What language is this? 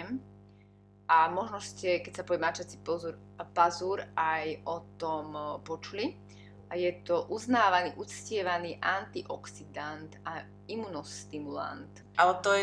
Slovak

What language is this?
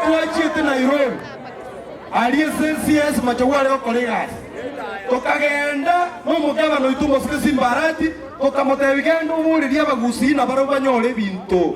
Gusii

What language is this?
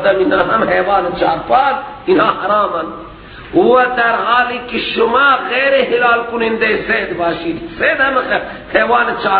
Persian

